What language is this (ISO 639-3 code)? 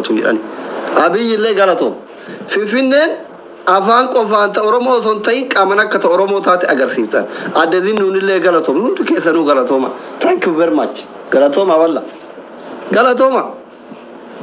orm